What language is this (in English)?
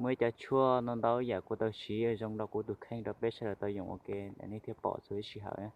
Hmong